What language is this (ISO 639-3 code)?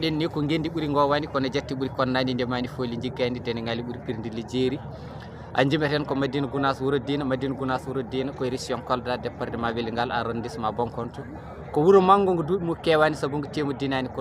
ful